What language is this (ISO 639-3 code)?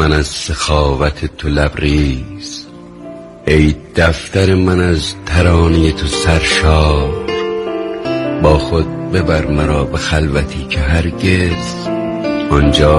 fas